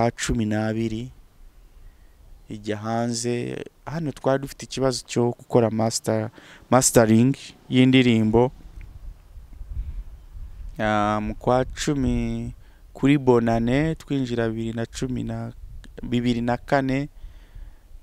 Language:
Kinyarwanda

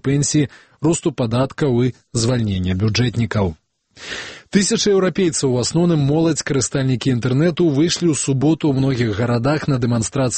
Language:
Belarusian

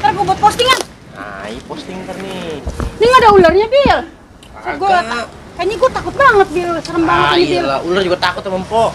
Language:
Betawi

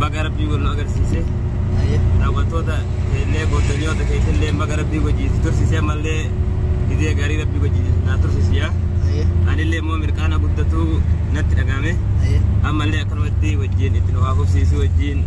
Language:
Oromo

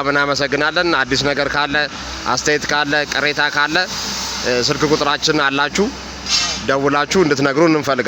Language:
Amharic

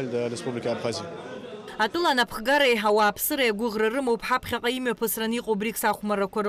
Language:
Abkhazian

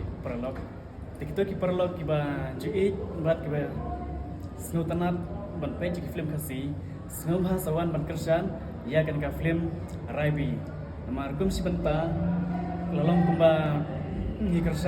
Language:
Khasi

